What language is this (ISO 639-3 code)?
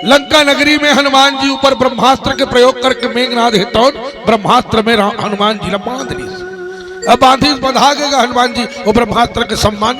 hne